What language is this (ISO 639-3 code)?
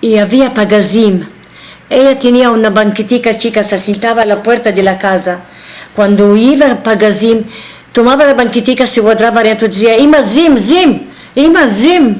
lad